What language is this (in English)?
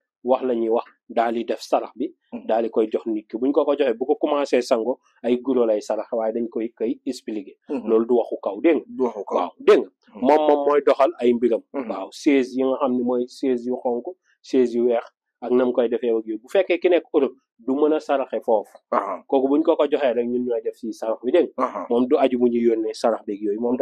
Wolof